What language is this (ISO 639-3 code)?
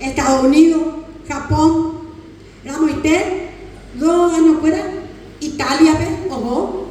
grn